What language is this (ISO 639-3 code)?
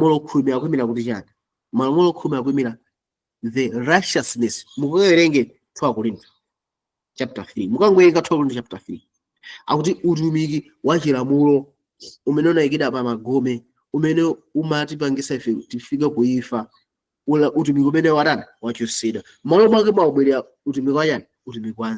nya